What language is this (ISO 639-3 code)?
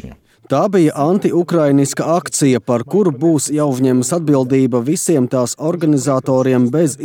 lav